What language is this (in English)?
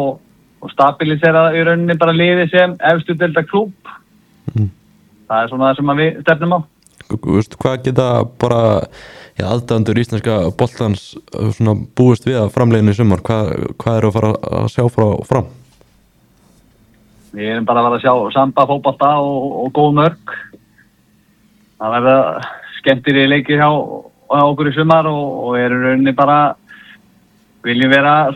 Icelandic